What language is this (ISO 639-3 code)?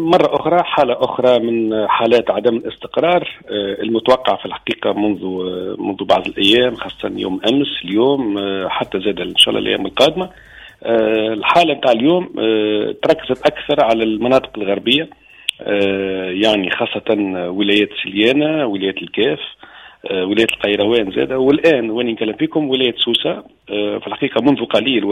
aeb